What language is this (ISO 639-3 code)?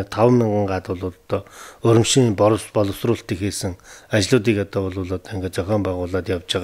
mon